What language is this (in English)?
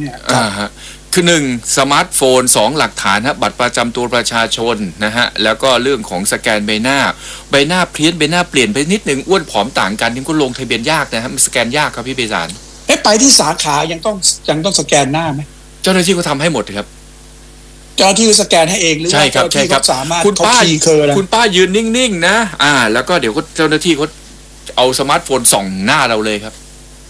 Thai